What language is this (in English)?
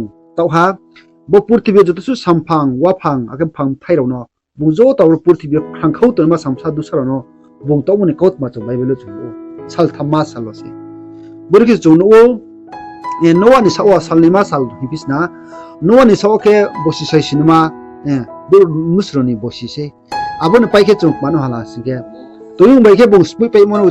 Riang (India)